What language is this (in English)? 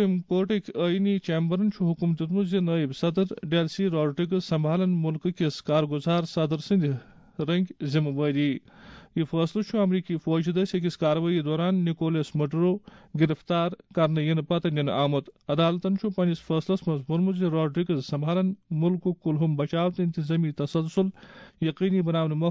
Kashmiri